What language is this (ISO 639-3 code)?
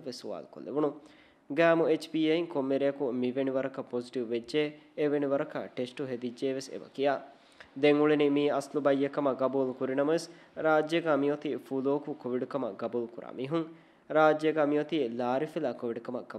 div